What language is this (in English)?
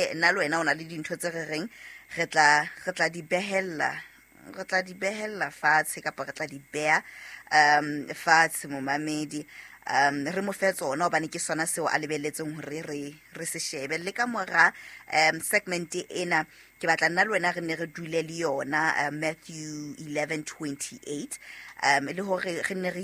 Southern Sotho